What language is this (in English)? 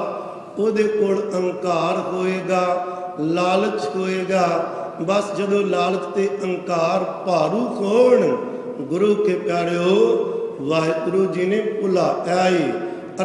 Punjabi